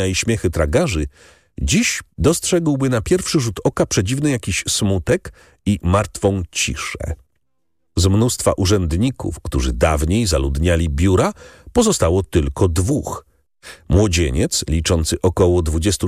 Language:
Polish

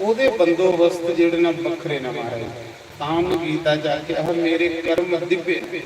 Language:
Dogri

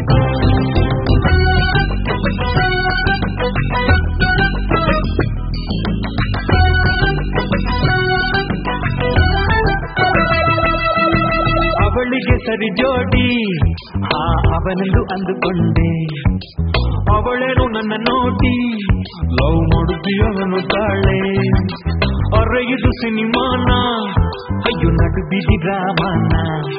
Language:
Kannada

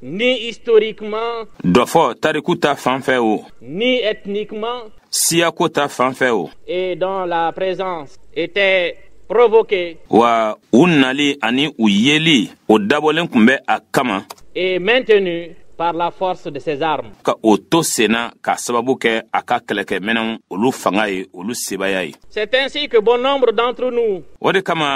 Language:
Bambara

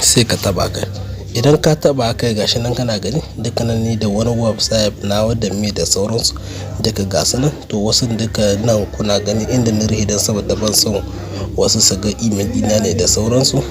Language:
Hausa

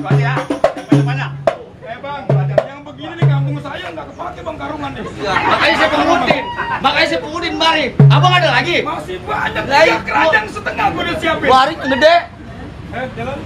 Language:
Betawi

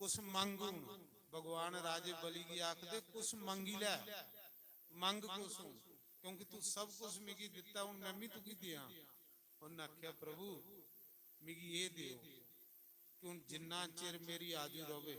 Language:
Dogri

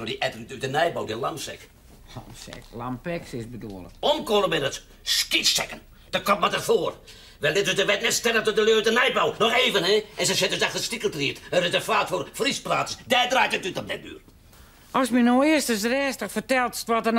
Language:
Western Frisian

